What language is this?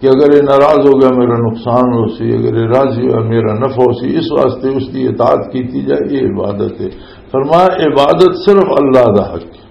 Western Panjabi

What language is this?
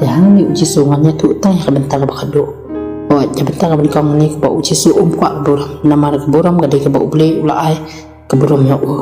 Khasi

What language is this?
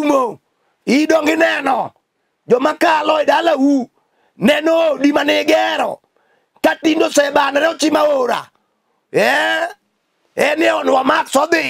Luo (Kenya and Tanzania)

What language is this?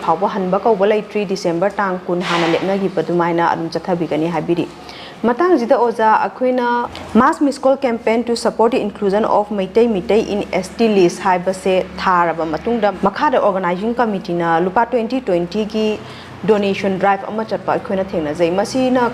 Manipuri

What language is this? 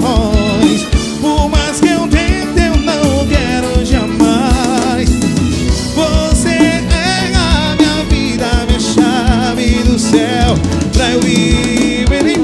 Portuguese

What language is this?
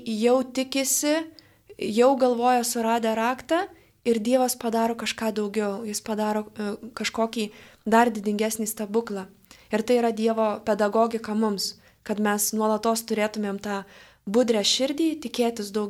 Lithuanian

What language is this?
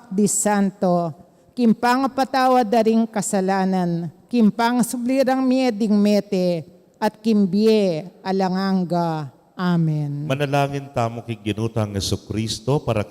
Pampanga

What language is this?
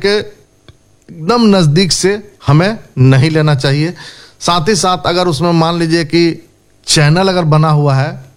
Hindi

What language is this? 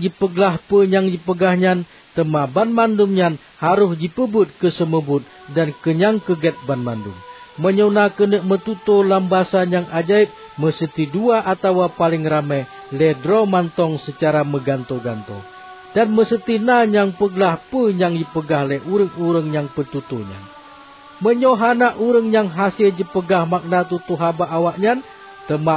Achinese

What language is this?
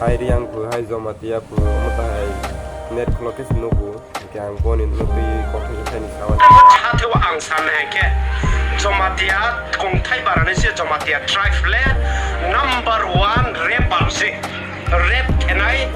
Kok Borok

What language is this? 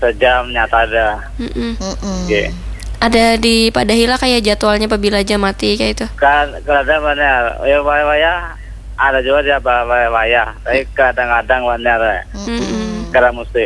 Banjar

